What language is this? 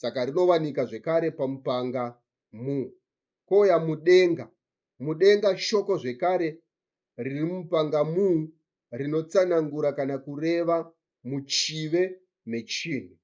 Shona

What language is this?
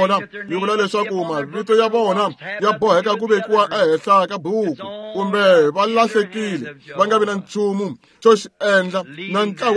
Tsonga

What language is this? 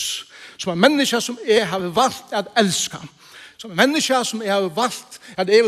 Faroese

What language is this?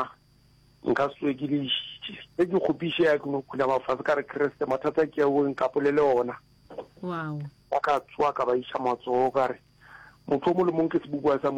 Northern Sotho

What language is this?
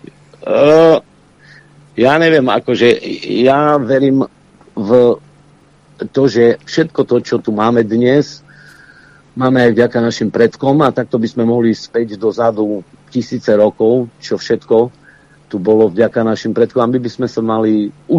Slovak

